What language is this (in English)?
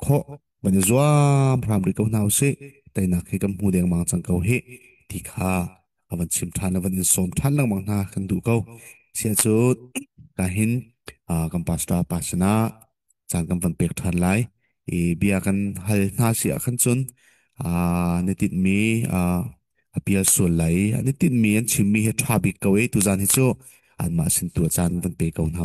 Hakha Chin